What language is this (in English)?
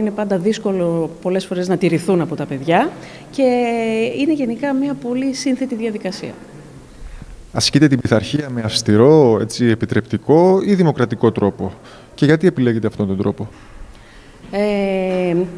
Greek